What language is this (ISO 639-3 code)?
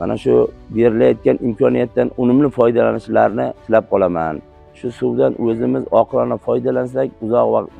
uzb